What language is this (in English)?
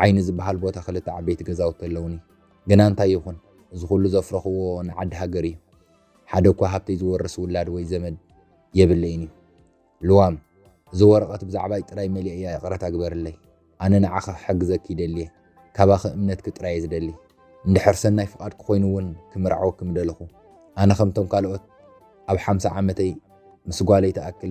Tigrinya